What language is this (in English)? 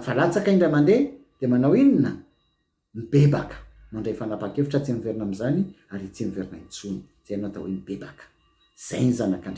Malagasy